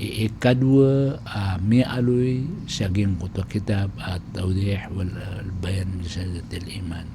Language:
Maranao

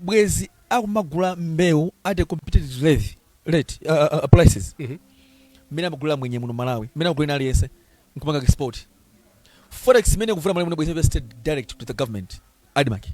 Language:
Nyanja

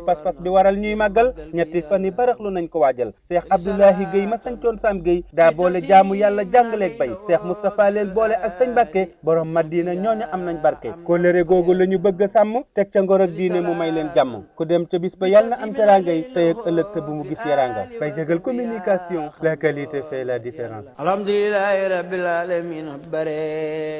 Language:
Wolof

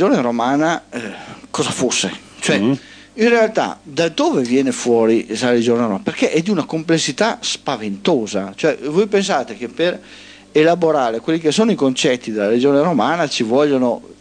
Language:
Italian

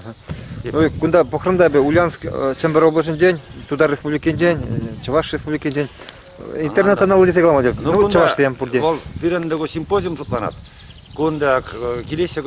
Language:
Chuvash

